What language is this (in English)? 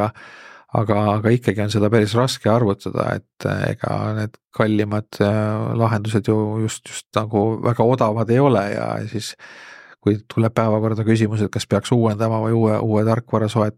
Estonian